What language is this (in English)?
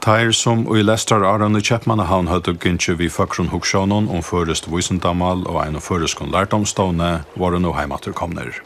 Faroese